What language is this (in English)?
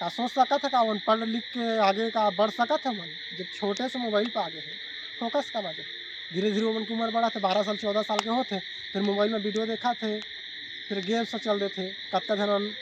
Chhattisgarhi